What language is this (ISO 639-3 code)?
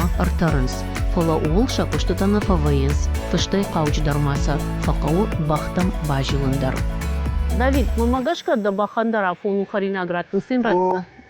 oss